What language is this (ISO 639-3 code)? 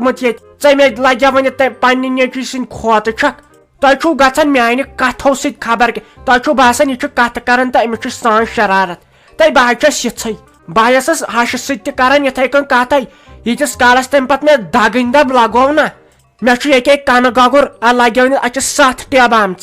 kas